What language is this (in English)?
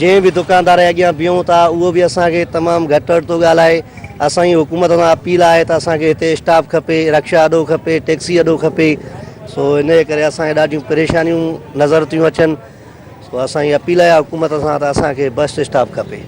Sindhi